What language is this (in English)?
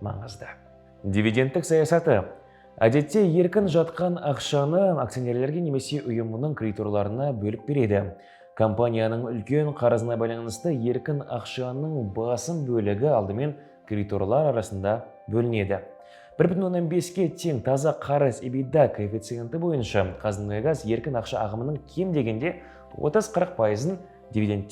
Kazakh